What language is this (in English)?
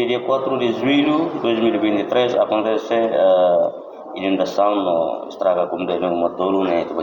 Tetum